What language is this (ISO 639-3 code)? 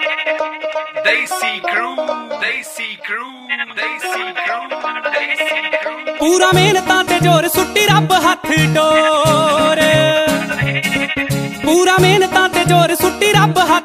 pan